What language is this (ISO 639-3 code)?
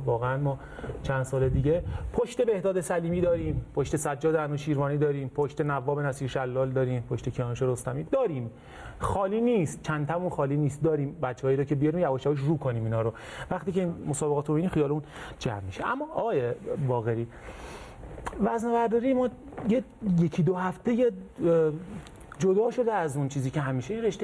fas